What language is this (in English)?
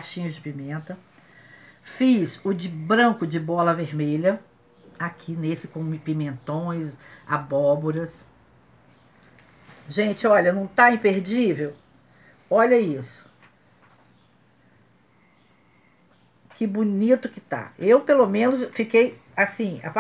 Portuguese